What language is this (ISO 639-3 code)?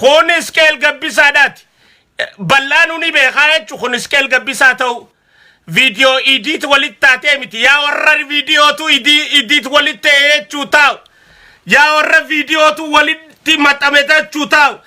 orm